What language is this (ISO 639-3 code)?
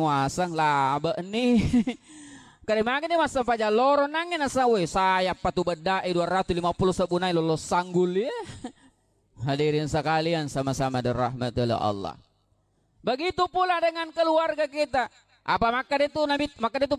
bug